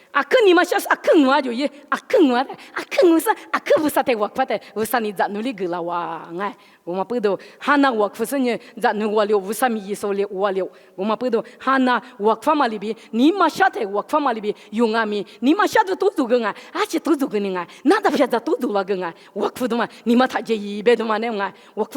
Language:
Lisu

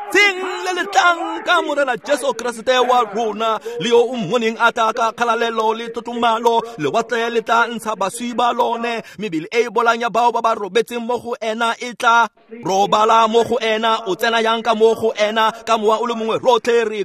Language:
Tswana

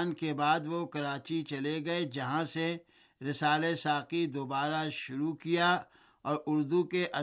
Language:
Urdu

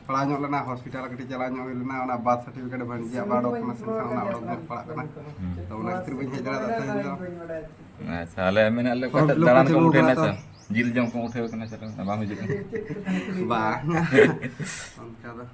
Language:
Santali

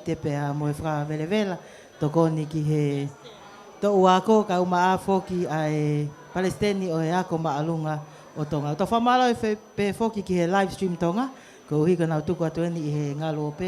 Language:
Tongan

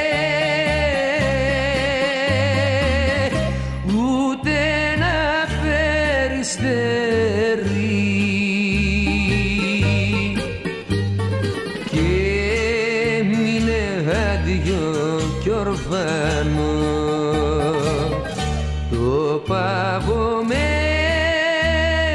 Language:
Greek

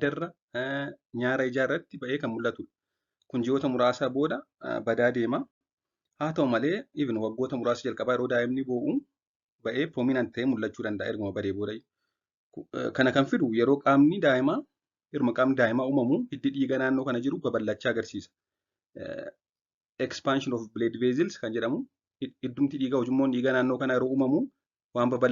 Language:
Oromo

